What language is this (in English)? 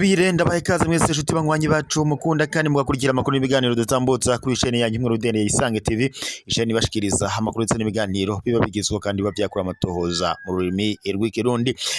Rundi